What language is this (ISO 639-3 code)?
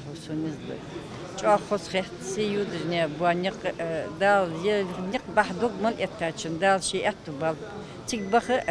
inh